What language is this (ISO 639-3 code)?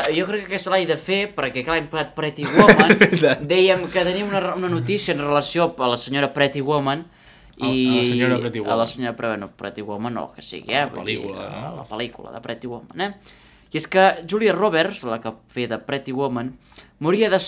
cat